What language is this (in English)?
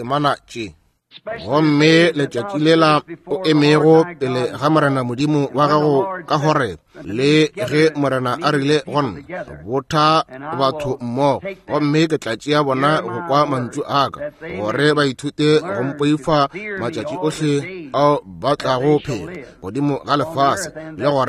Northern Sotho